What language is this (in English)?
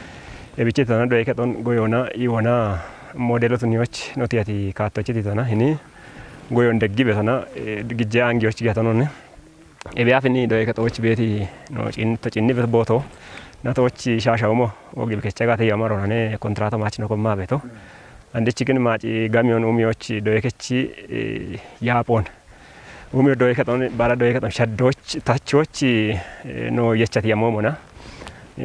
Kafa